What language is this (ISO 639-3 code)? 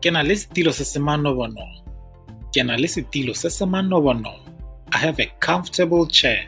tsn